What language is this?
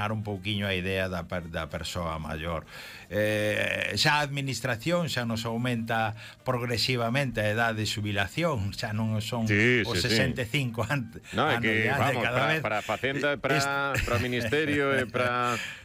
Galician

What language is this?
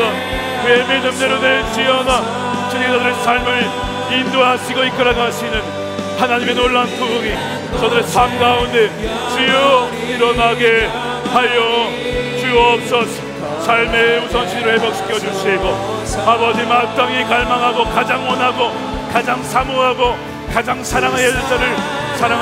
Korean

